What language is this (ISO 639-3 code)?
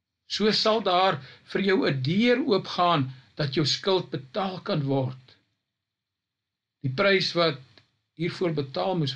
afr